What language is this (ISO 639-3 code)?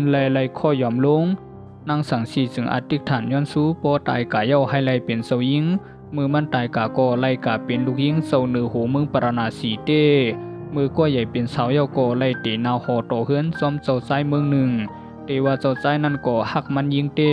shn